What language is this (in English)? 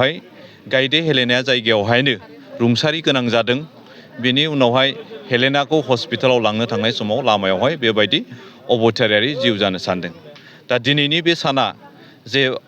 Bodo